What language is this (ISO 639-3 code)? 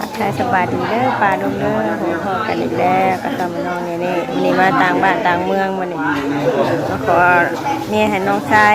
tts